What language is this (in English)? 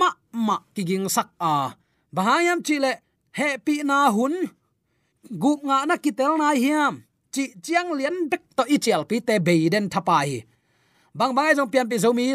Tedim Chin